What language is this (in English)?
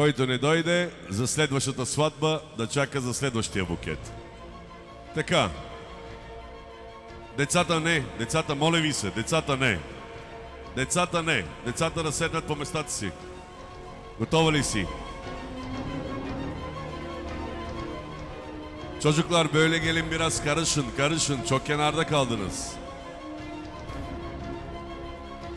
Bulgarian